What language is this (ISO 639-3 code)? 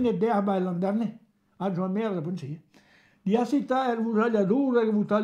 bre